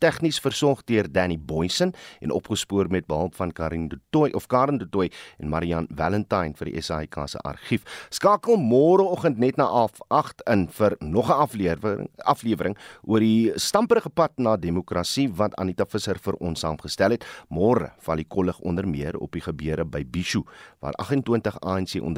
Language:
Afrikaans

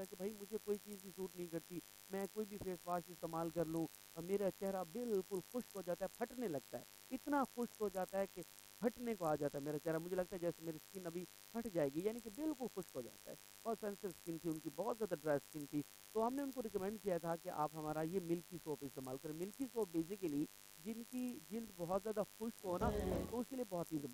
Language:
Urdu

